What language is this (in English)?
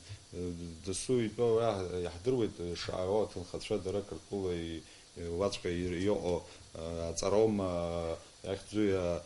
Abkhazian